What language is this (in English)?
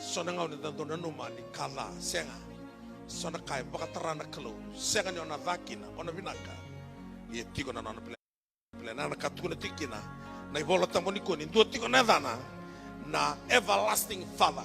Fijian